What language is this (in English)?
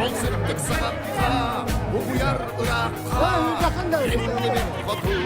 Yakut